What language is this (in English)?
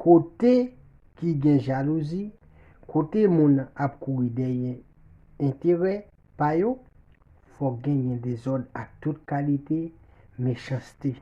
Haitian Creole